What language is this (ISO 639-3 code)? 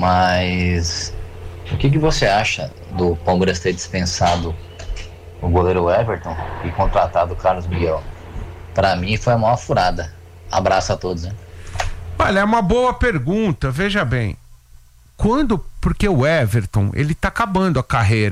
por